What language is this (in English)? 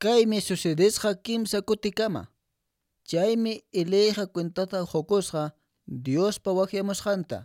Quechua